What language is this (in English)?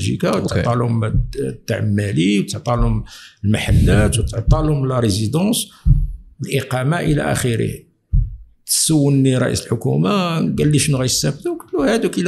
Moroccan Arabic